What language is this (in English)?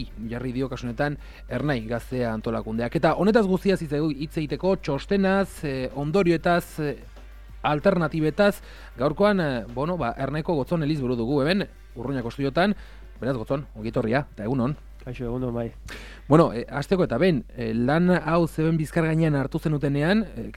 Basque